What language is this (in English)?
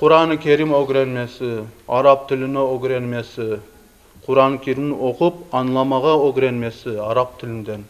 Crimean Tatar